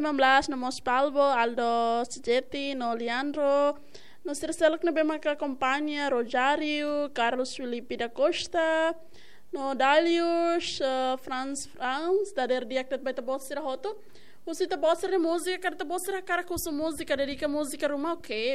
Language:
Tetum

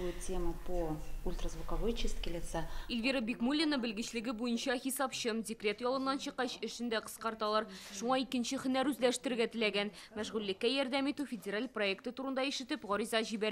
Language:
Tatar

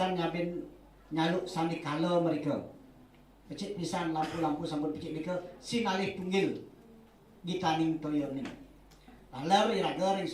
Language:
Balinese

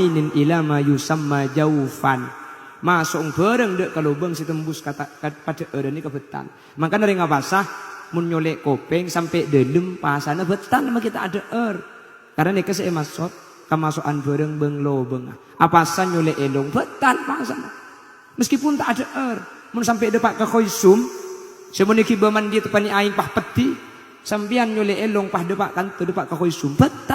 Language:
Madurese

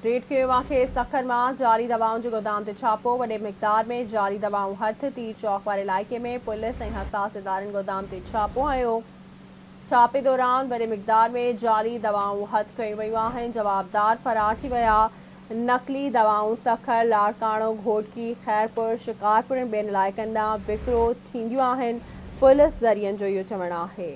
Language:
Sindhi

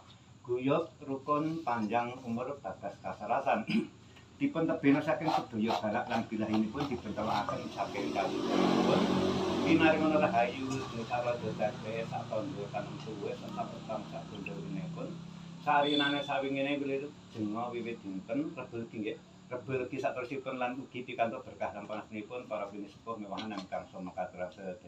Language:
Javanese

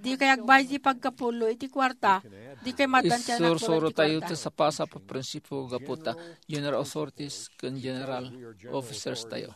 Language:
Iloko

